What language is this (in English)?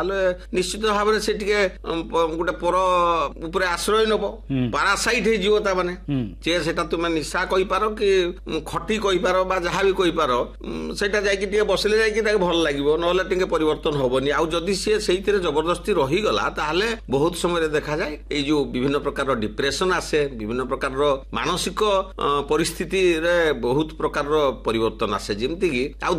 Odia